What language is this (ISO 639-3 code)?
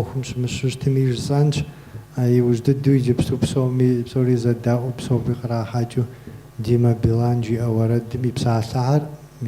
kbd